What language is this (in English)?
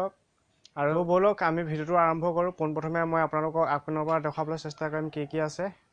Assamese